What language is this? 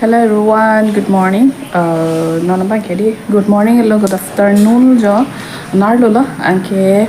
Karbi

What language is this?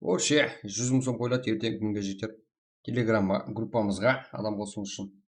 Kara-Kalpak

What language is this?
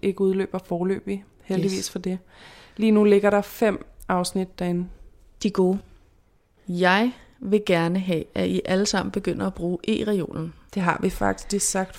Danish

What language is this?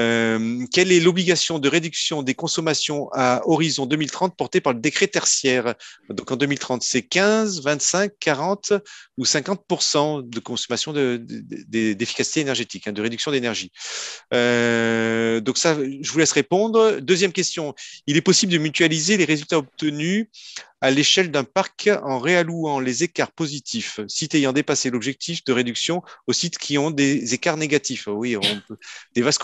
French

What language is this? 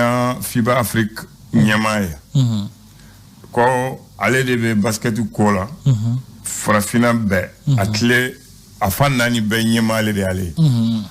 Bambara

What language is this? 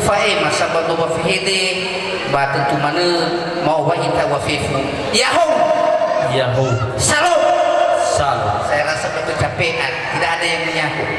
Nias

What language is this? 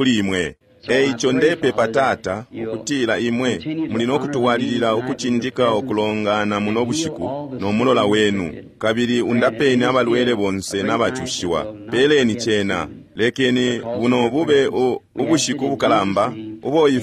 Bemba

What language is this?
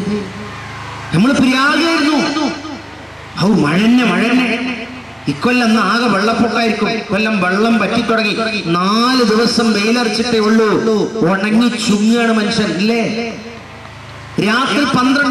Malayalam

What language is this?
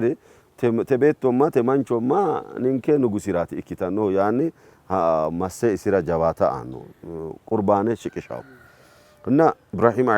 Sidamo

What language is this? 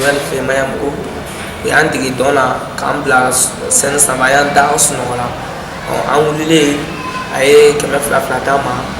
Bambara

